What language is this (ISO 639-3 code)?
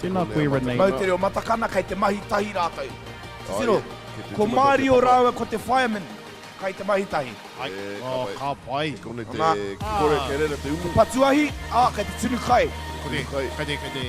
mri